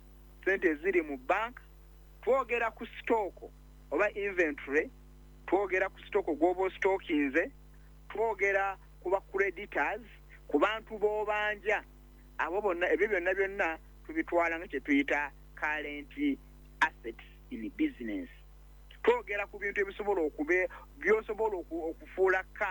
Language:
Ganda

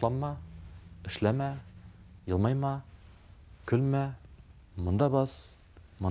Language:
Tatar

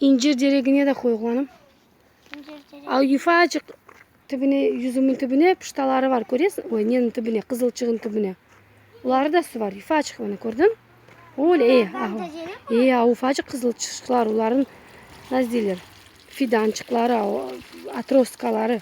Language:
Crimean Tatar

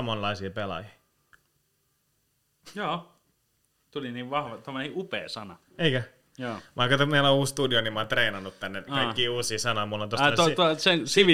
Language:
Finnish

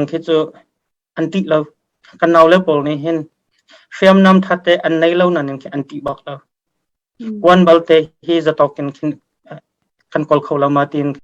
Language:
Hakha Chin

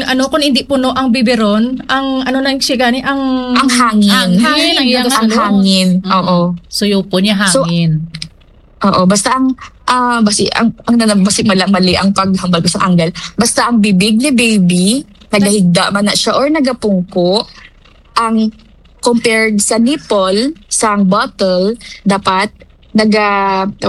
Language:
Hiligaynon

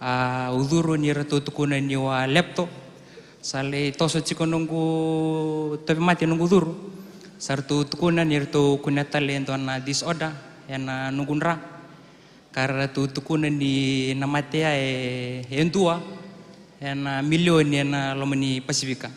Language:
Fijian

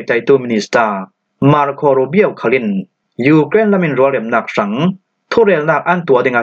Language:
Falam Chin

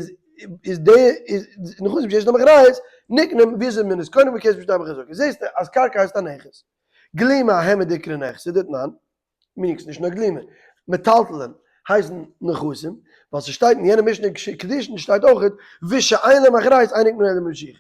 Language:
Yiddish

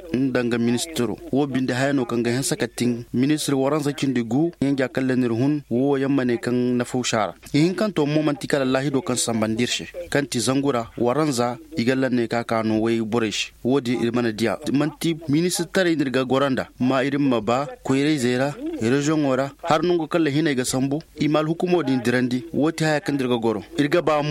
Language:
Koyraboro Senni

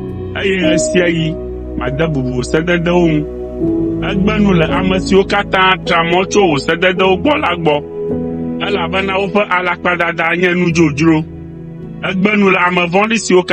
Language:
Ewe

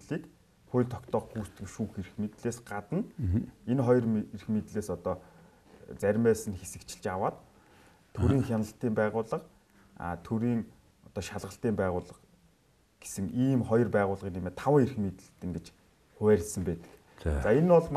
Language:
Mongolian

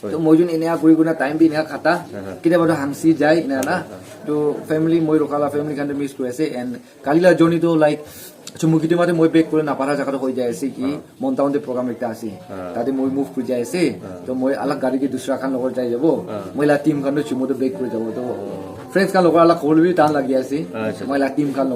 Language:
Naga Pidgin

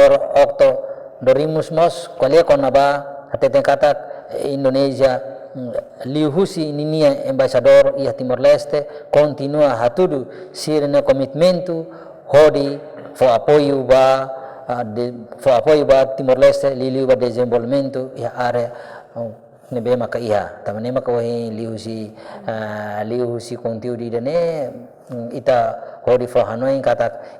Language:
Tetum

